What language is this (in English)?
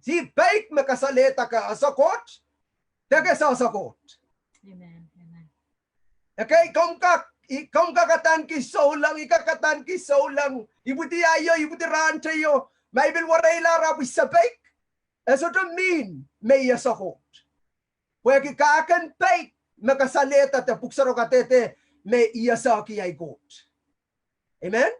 Pohnpeian